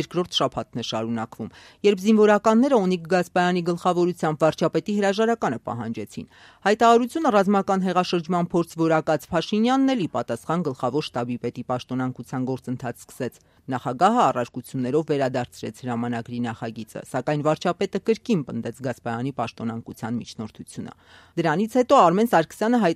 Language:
Armenian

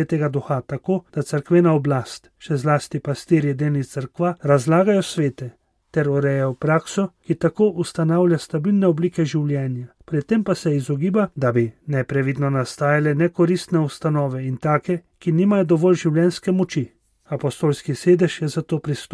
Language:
Slovenian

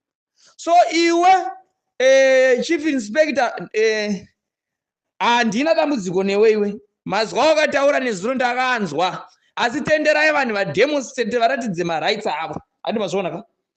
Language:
Shona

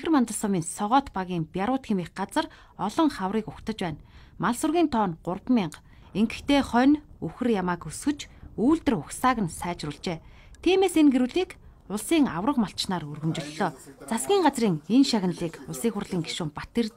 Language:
Mongolian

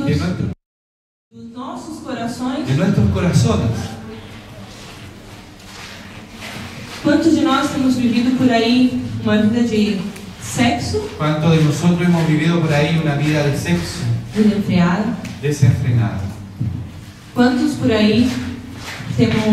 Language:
Spanish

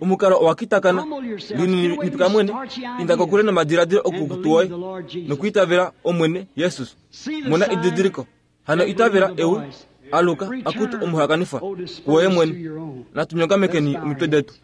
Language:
Kuanyama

